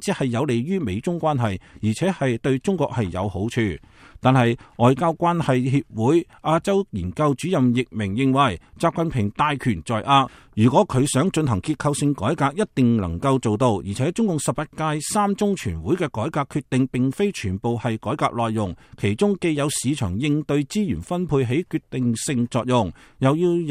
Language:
Cantonese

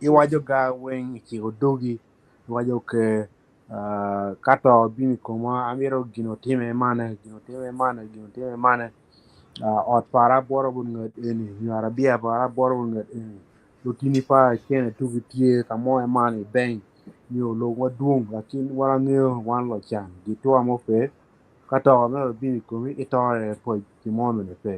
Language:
Acoli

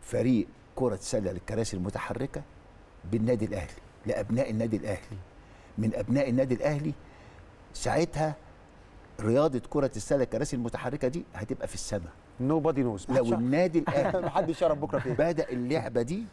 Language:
Egyptian Arabic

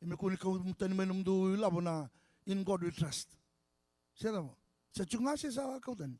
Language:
Fijian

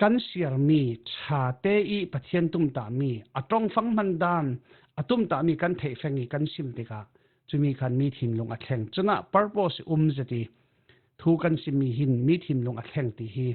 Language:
Falam Chin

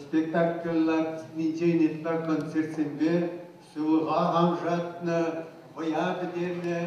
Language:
Chuvash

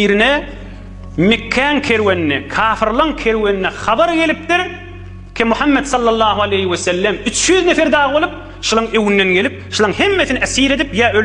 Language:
Turkmen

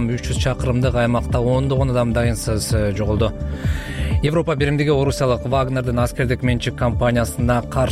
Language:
Kyrgyz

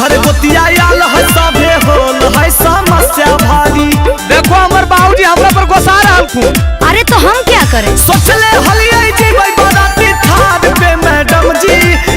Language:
Magahi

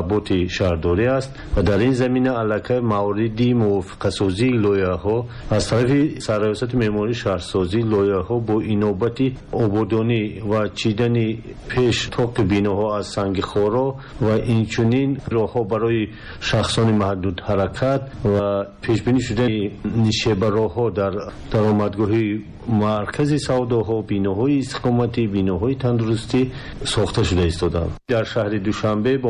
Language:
Tajik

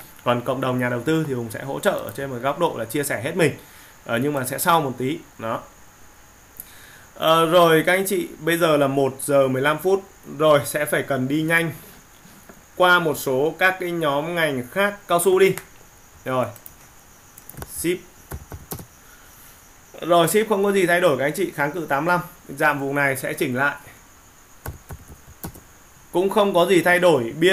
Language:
Vietnamese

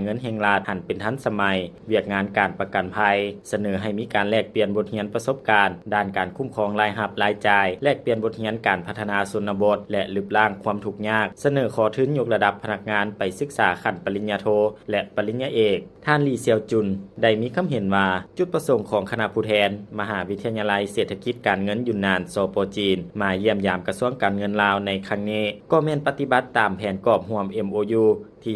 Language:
Lao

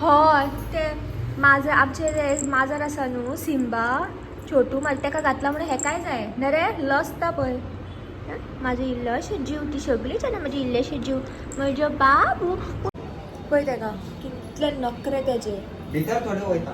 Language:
Konkani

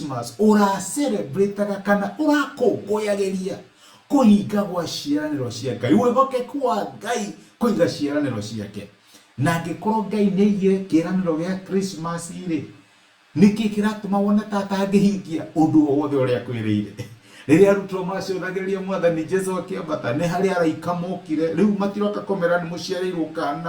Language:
Kikuyu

